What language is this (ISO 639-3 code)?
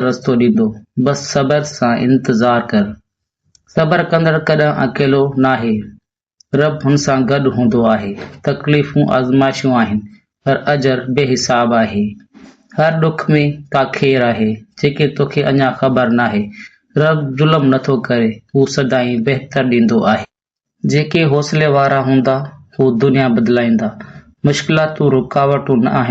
snd